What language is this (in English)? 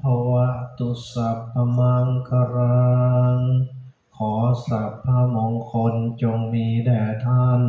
Northeastern Thai